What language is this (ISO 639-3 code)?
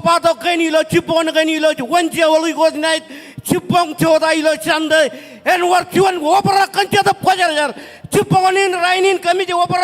mah